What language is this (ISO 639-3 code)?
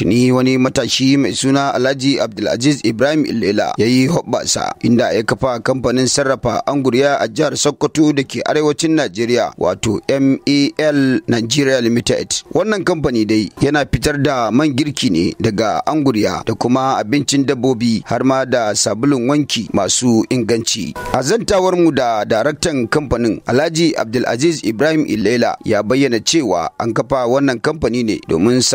hau